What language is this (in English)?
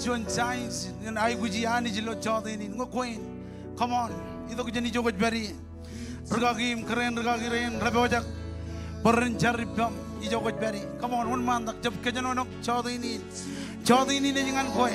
Marshallese